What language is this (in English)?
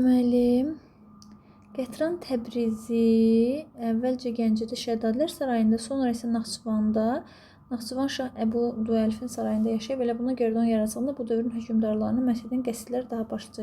Azerbaijani